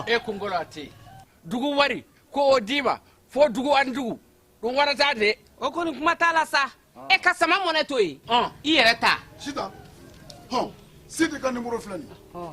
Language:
Bambara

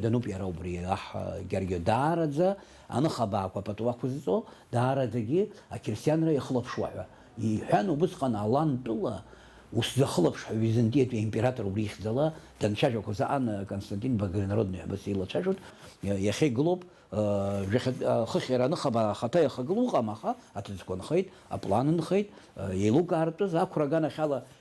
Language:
Abkhazian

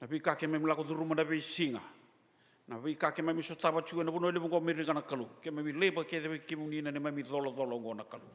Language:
Fijian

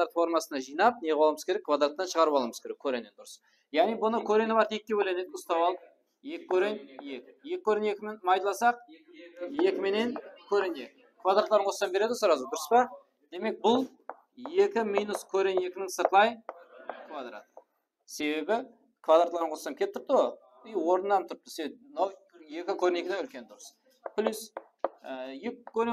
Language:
Kara-Kalpak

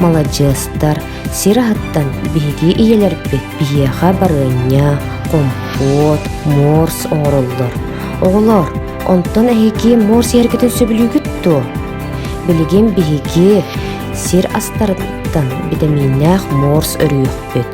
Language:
Yakut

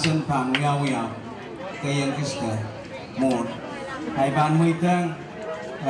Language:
Pohnpeian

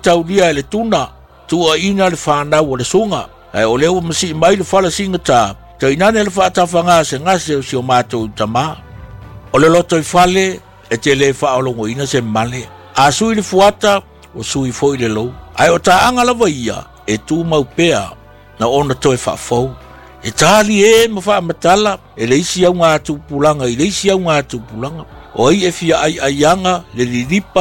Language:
Samoan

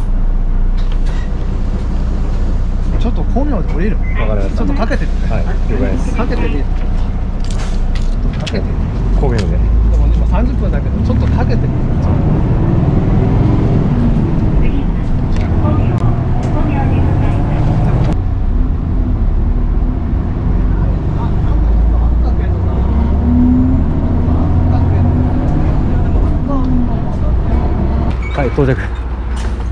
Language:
Japanese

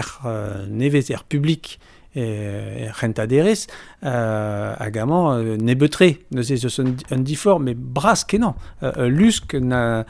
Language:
Breton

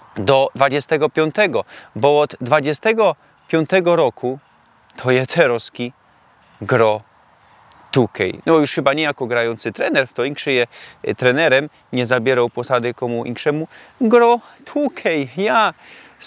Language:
Silesian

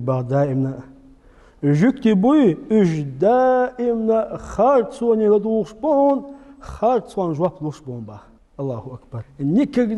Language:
Chechen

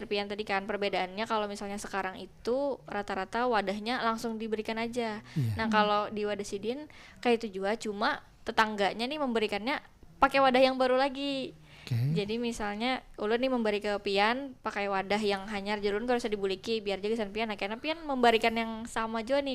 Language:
Banjar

